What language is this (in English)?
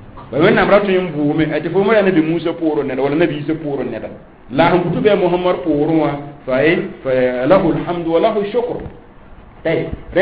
Mossi